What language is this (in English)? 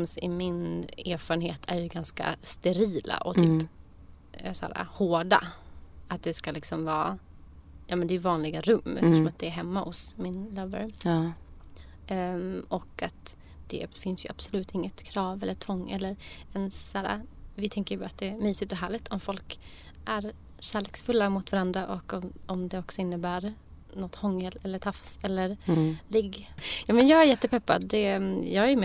Swedish